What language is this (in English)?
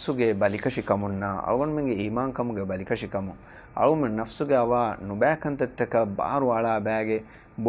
Divehi